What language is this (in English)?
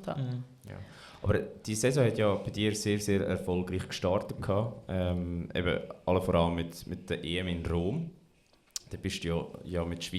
Swiss German